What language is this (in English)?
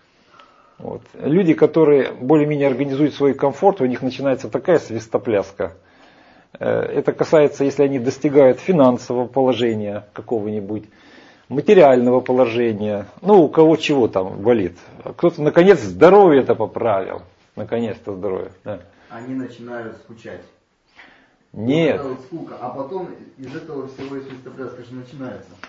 Russian